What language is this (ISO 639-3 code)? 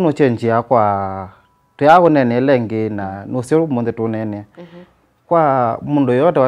kam